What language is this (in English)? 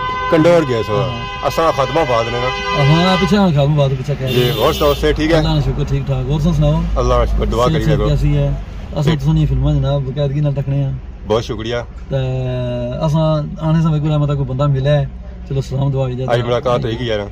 Pahari-Potwari